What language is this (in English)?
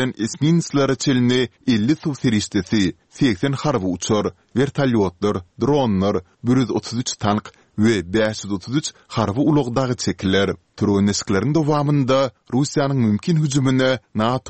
Turkmen